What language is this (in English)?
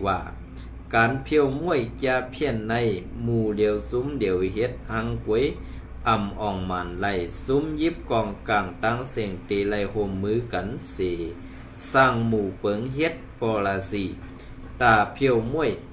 Shan